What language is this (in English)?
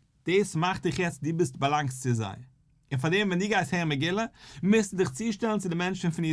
Yiddish